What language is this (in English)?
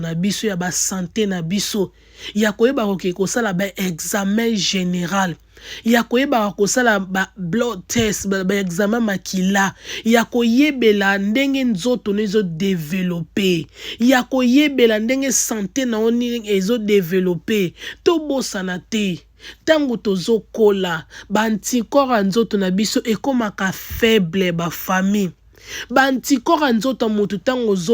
Lingala